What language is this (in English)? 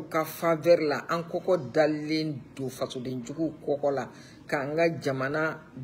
Bambara